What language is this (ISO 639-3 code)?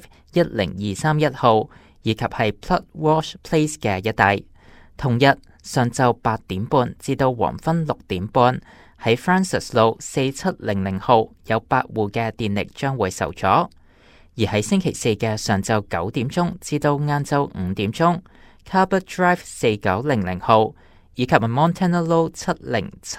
yue